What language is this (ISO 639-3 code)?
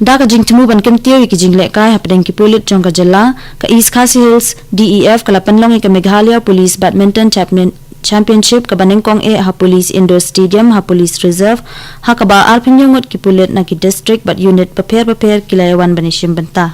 kha